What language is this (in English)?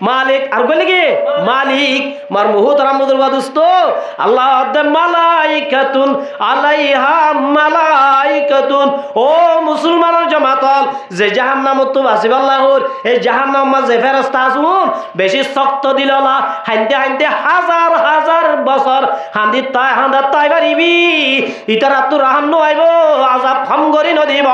Rohingya